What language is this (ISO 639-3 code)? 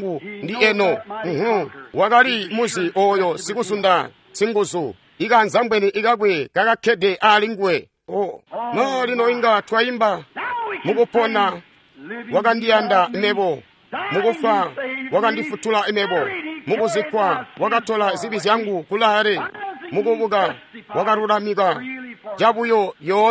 toi